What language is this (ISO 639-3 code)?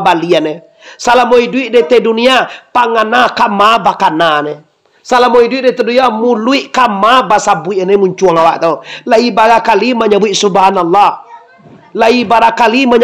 min